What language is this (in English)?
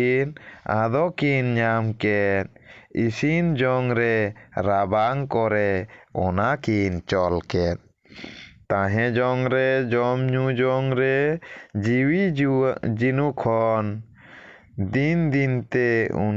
Santali